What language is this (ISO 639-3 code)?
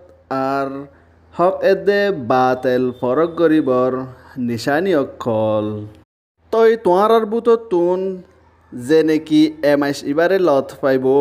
rhg